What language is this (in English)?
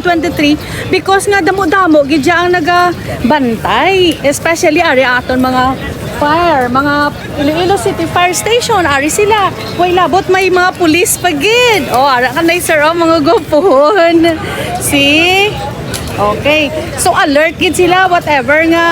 Hiligaynon